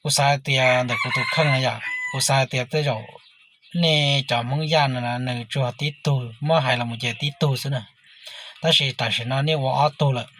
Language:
Hmong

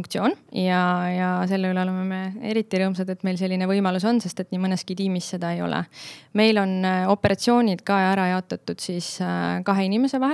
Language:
Estonian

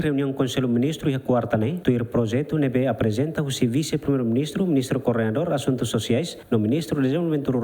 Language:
Tetum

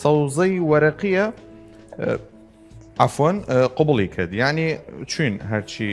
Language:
Southern Kurdish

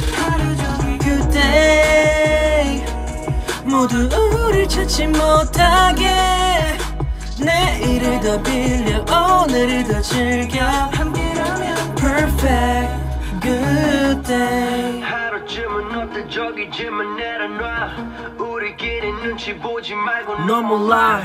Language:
Korean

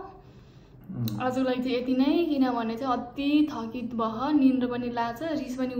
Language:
Nepali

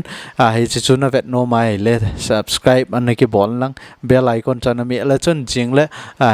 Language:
Thado Chin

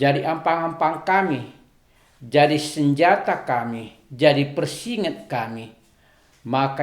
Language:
Batak Karo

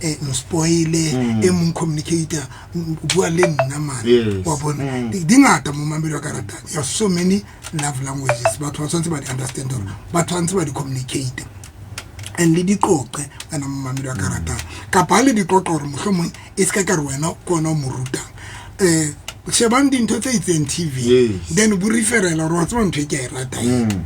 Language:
Southern Sotho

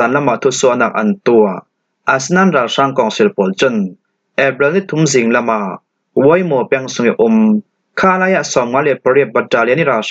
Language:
Falam Chin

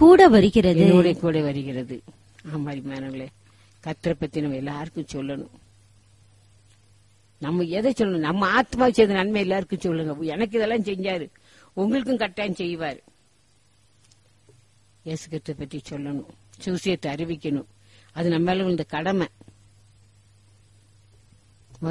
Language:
Tamil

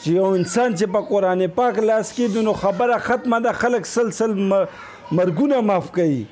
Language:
Pashto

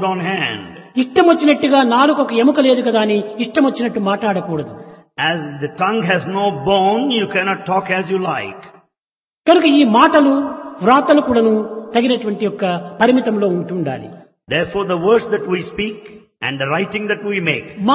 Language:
Telugu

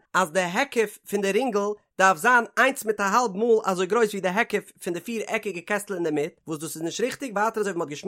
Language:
Yiddish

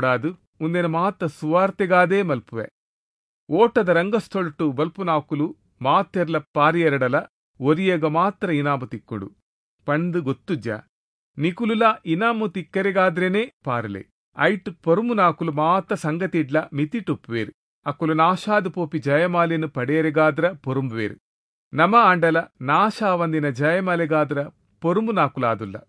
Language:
Tulu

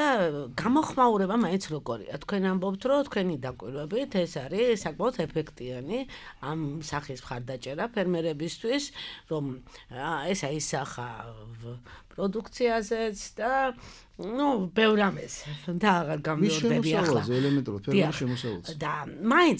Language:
Georgian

